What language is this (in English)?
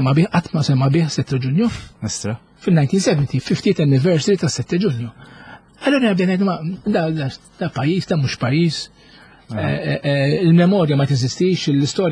Maltese